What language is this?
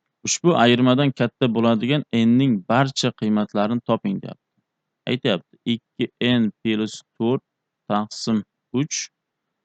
Uzbek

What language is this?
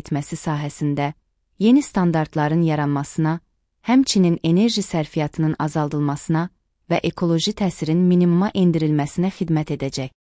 Azerbaijani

